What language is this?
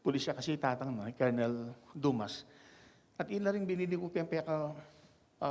Pampanga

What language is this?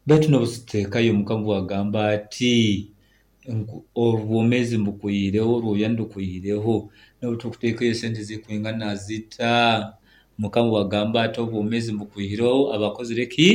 Nyoro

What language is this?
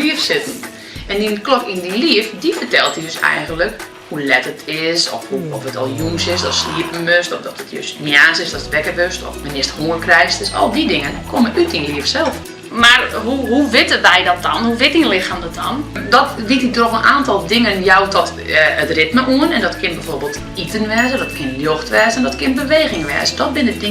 Western Frisian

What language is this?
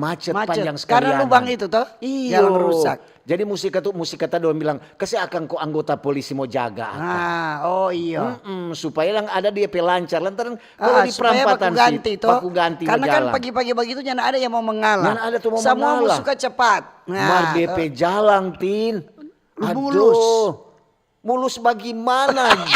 Manado Malay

